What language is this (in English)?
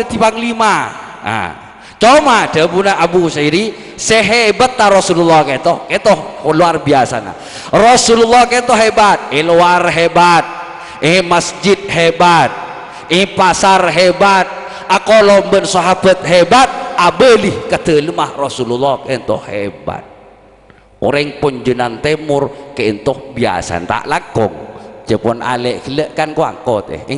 Madurese